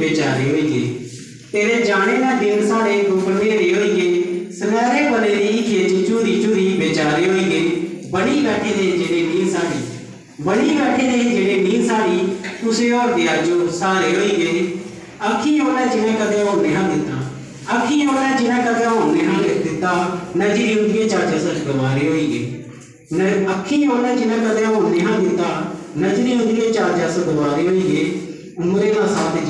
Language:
Dogri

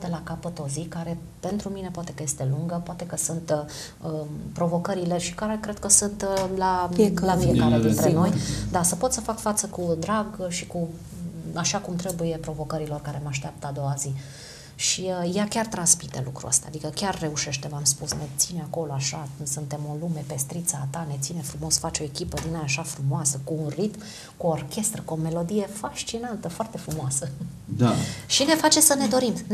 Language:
Romanian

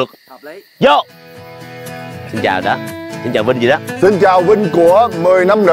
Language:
Vietnamese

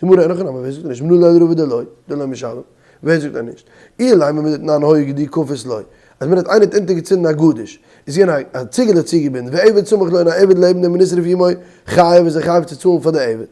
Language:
Yiddish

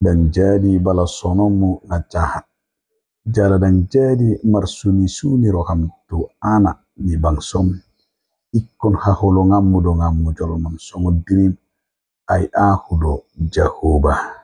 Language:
Batak Toba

